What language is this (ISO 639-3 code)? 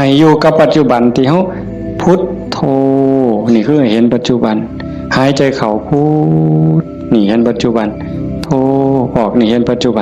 tts